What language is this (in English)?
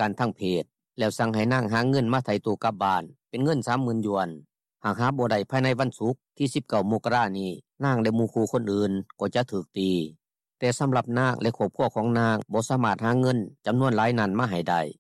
Lao